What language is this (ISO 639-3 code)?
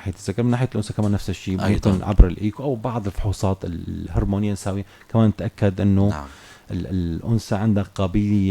apc